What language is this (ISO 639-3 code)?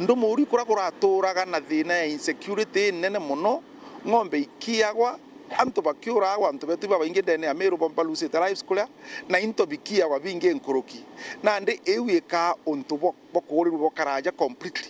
mer